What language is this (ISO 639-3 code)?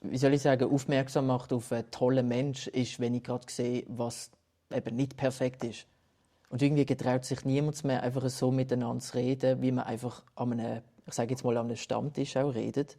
gsw